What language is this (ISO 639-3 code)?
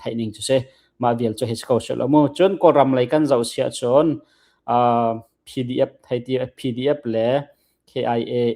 cnh